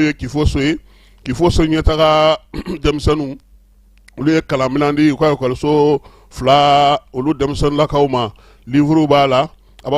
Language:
Bambara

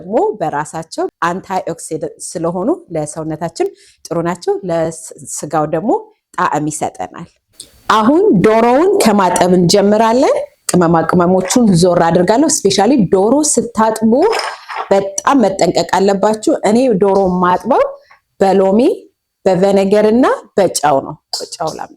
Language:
Amharic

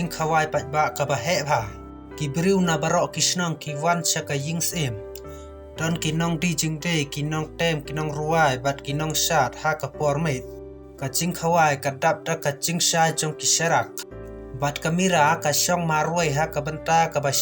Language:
Khasi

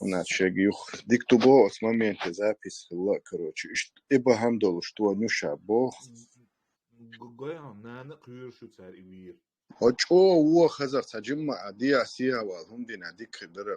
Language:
Chechen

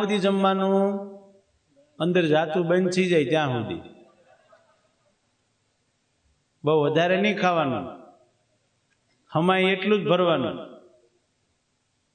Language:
Gujarati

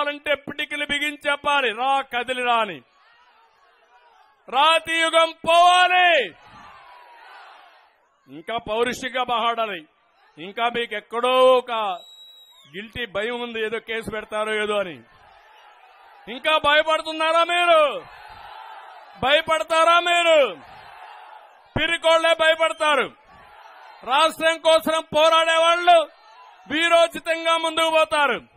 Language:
Telugu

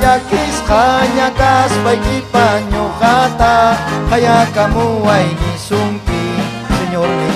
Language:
Ayacucho Quechua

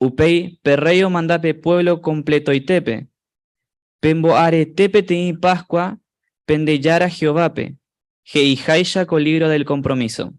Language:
Guarani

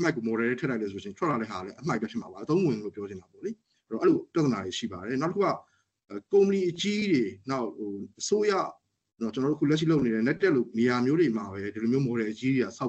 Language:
Burmese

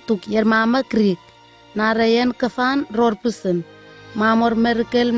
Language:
Southwest Tanna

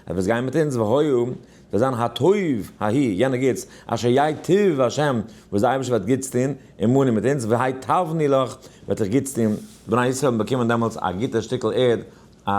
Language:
Yiddish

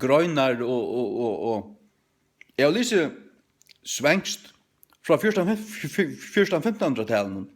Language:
Faroese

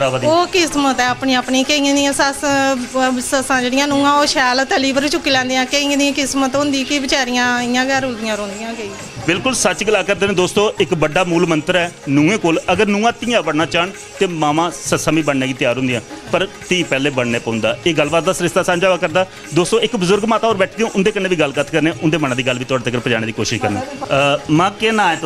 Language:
Dogri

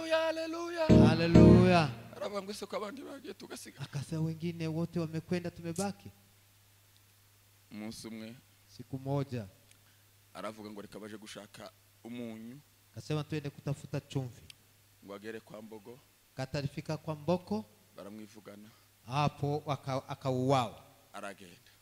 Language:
Kinyarwanda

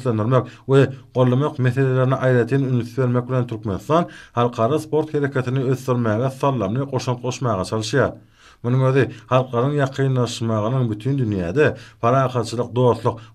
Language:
Turkmen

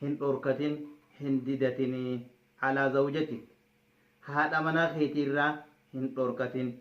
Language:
Oromo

